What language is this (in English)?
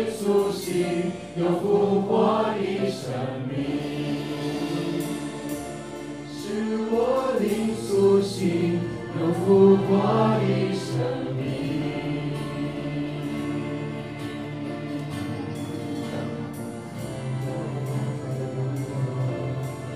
Chinese